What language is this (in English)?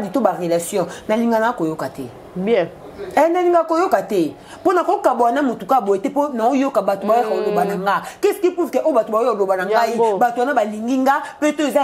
Lingala